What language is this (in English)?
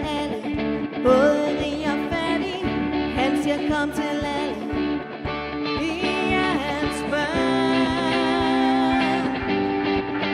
Danish